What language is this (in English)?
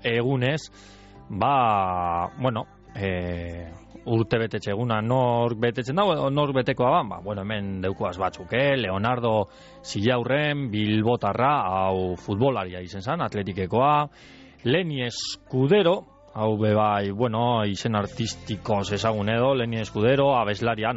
Basque